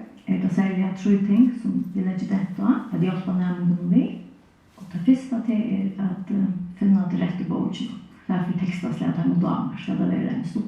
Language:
Faroese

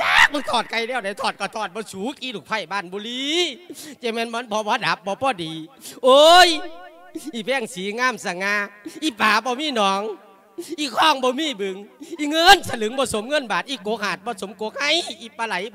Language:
Lao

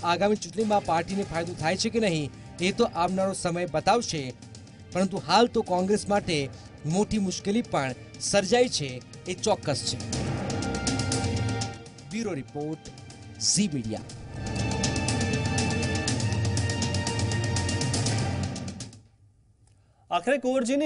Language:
Gujarati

